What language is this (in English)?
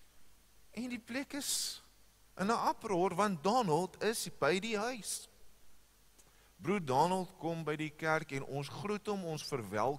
Afrikaans